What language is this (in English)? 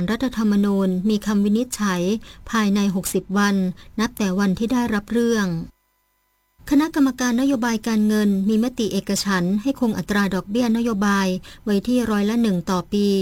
Thai